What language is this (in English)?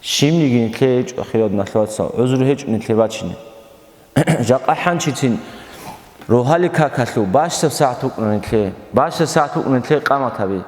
Avaric